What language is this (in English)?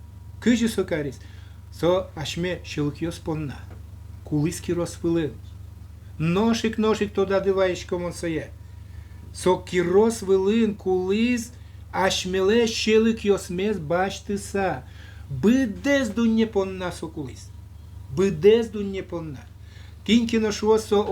Udmurt